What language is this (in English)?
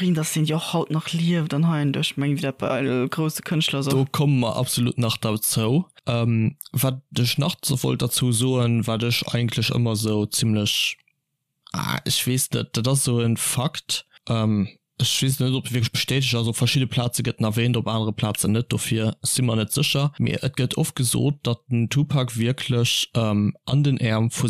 Luxembourgish